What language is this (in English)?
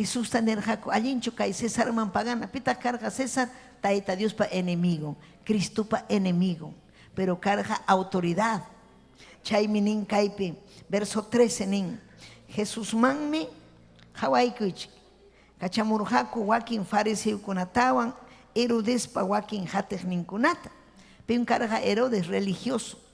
Ayacucho Quechua